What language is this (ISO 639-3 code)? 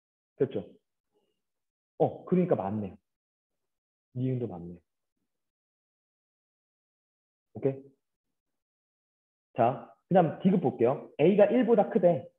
kor